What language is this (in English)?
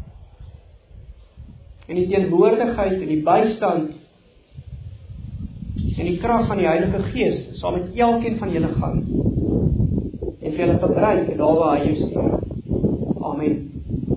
Afrikaans